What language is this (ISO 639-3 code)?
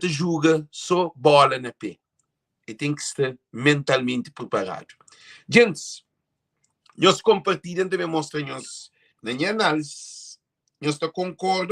kea